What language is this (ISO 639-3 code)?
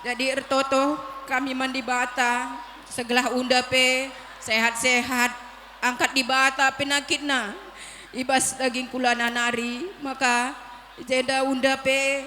btx